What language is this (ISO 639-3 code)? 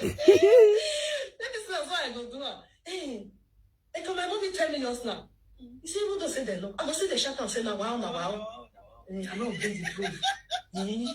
pcm